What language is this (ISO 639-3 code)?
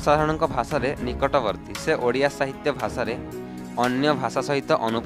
ori